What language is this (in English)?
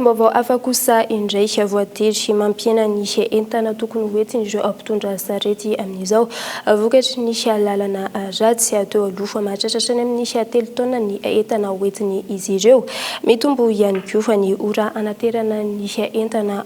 Malagasy